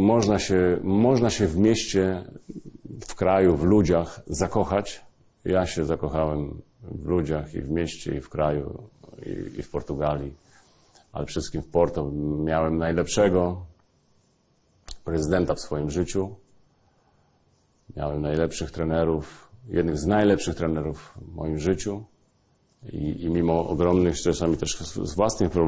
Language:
Polish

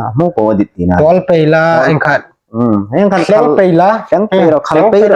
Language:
Hmar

